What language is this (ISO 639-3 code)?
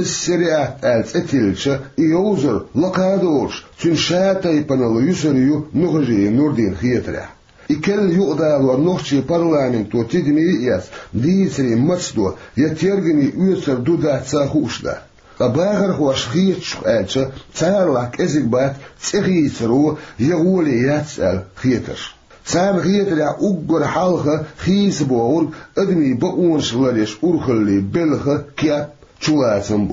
che